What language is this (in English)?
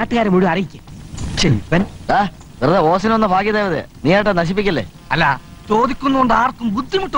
Malayalam